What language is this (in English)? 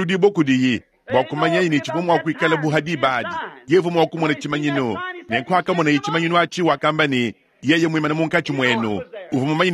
Luba-Lulua